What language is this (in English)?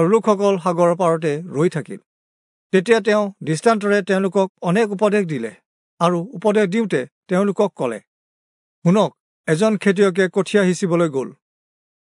Assamese